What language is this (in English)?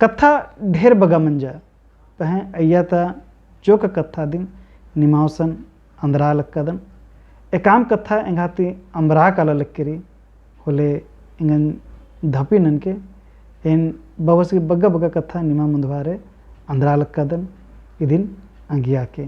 Kurukh